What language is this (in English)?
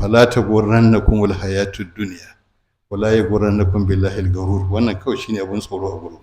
Hausa